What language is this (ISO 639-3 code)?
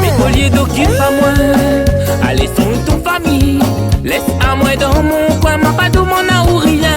rcf